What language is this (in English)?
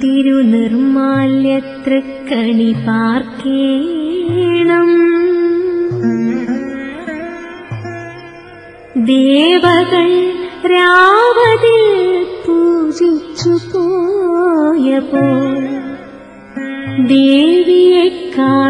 Malayalam